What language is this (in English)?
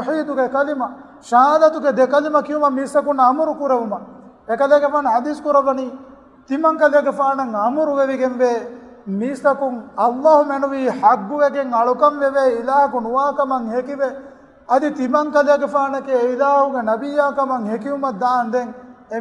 Divehi